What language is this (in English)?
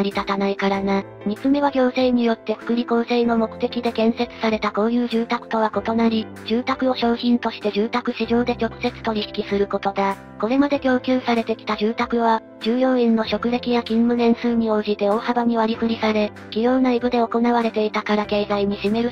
Japanese